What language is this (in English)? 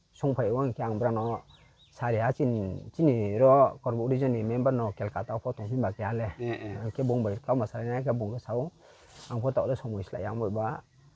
Riang (India)